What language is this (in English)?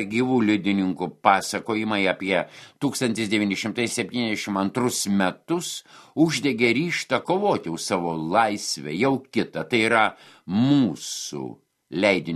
Lithuanian